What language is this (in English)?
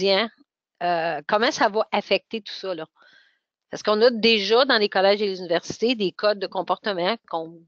French